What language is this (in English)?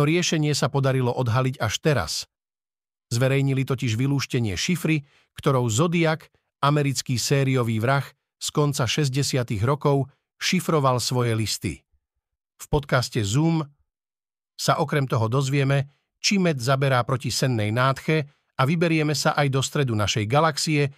Slovak